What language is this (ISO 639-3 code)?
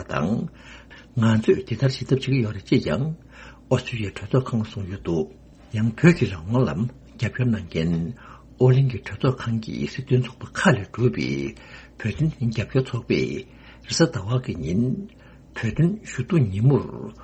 bod